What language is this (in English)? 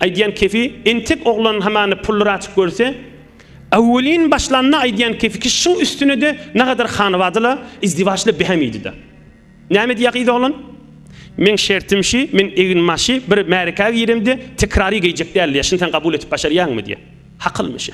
Turkmen